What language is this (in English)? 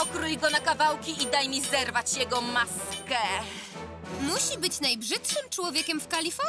Polish